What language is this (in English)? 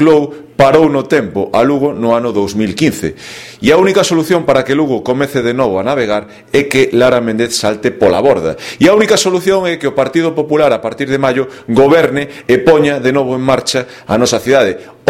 Galician